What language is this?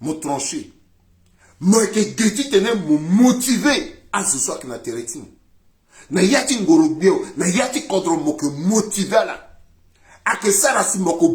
Sango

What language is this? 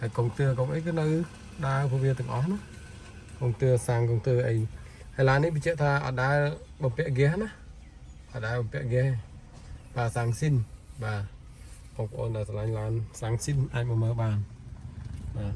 Khmer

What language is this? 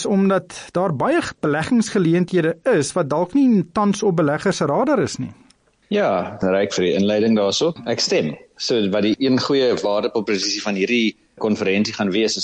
Afrikaans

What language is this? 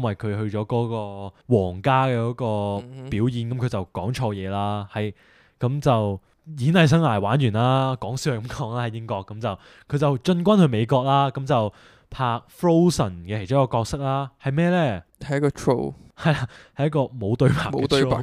Cantonese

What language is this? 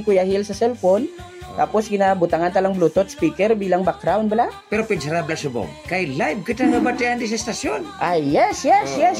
Hiligaynon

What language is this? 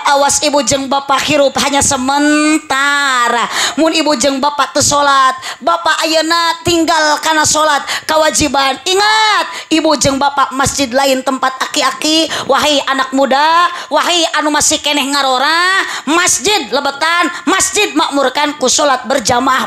Sundanese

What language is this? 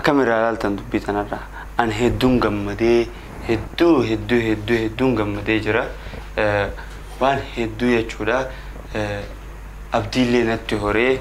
Oromo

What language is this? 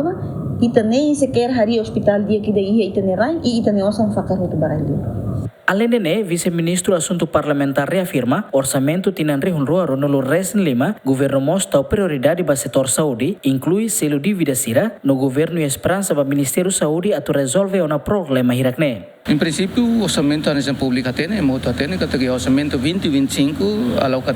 Tetum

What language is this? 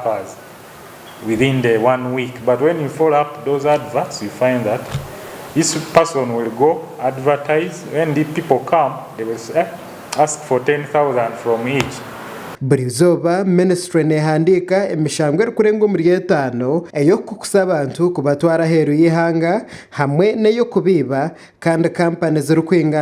Nyankole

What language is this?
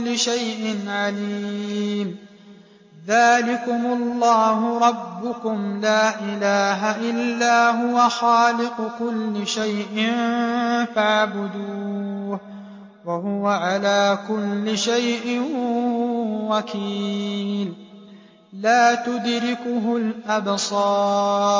Arabic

